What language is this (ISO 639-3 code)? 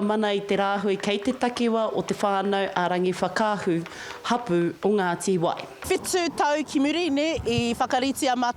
mri